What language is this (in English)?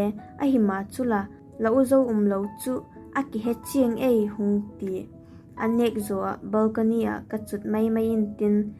Vaiphei